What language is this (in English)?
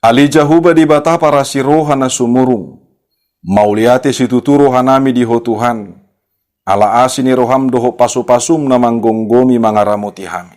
Batak Toba